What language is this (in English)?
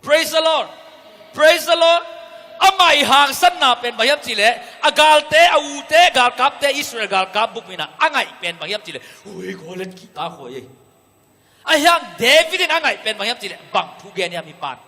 Tedim Chin